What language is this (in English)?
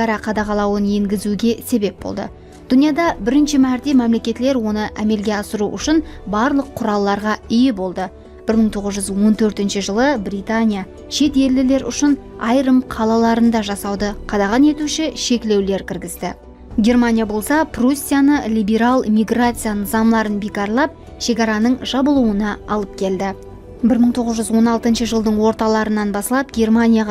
Kara-Kalpak